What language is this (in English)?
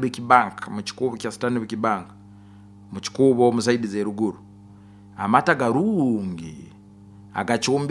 Nyoro